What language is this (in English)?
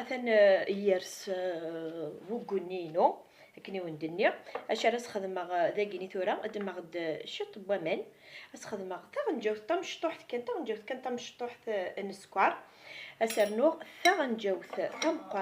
Kabyle